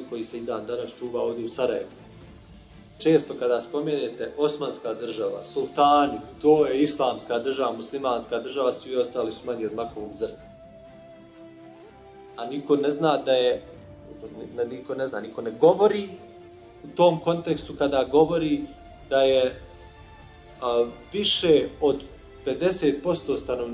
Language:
Bosnian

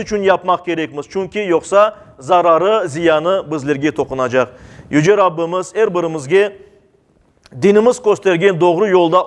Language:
Crimean Tatar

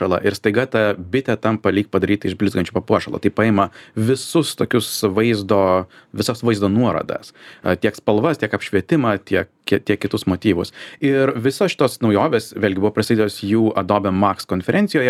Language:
Lithuanian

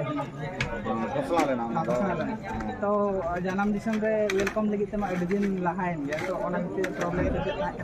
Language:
Santali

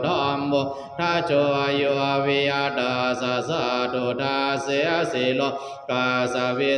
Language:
Pali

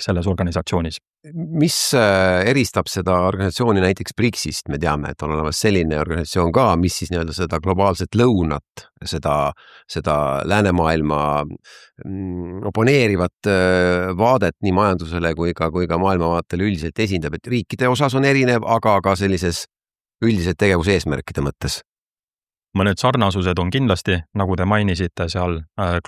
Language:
Estonian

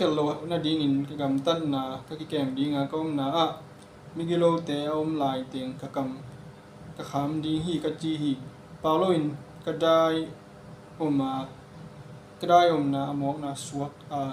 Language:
Tedim Chin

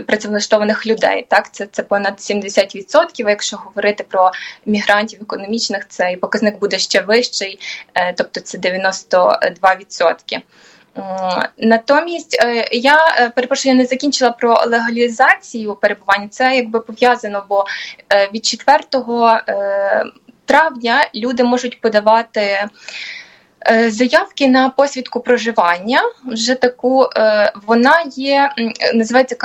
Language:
Ukrainian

